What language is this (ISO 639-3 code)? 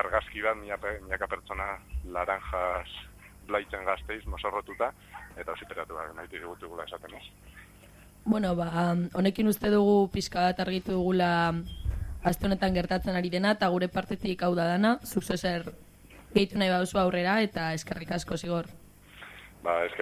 eus